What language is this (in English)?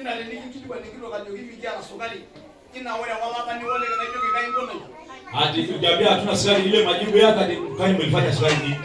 Masai